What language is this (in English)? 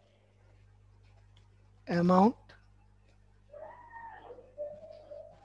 Hindi